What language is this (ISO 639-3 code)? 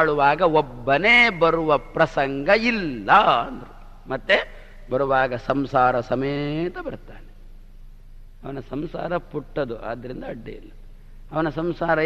kan